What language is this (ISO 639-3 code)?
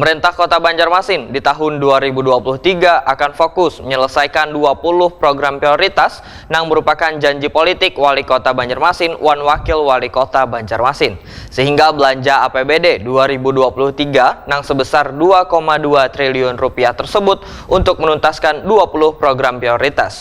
bjn